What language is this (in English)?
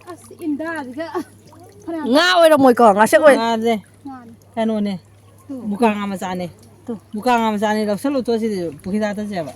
Manipuri